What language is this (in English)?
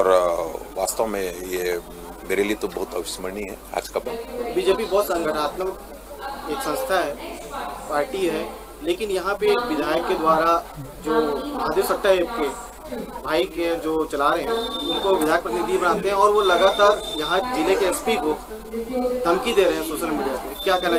Hindi